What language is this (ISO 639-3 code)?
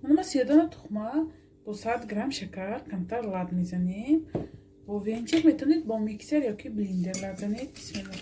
tgk